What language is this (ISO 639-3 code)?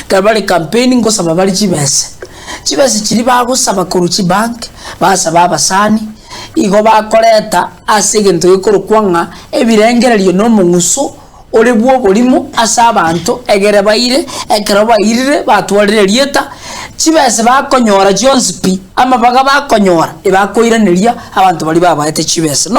guz